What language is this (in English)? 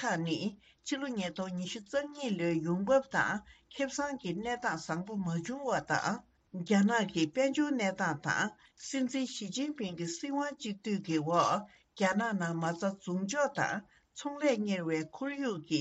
Tibetan